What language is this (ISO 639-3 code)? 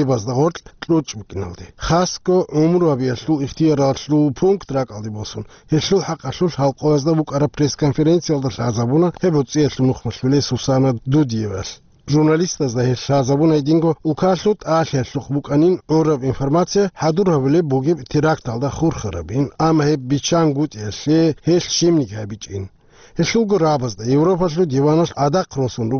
ava